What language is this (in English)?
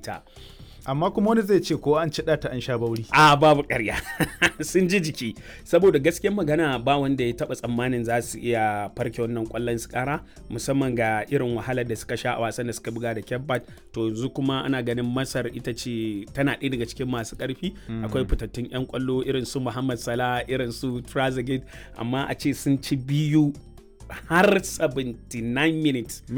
Hausa